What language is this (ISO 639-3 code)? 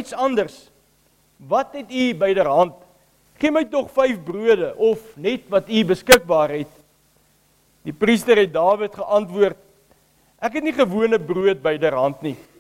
afr